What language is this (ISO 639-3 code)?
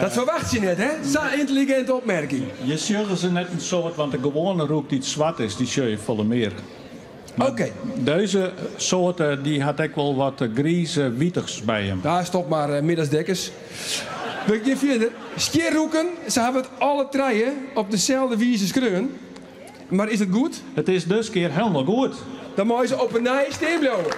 fry